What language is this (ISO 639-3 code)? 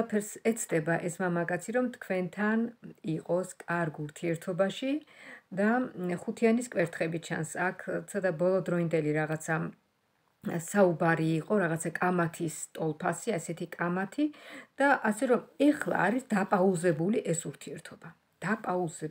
kat